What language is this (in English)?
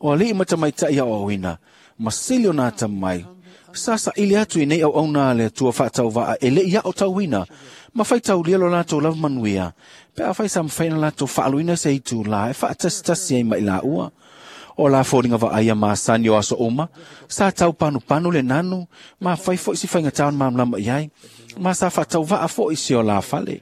Samoan